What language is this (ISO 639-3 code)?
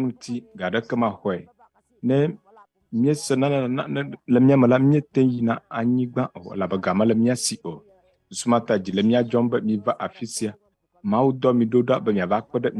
ewe